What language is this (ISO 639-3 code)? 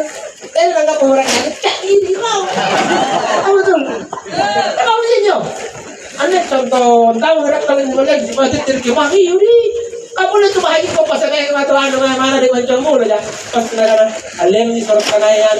mak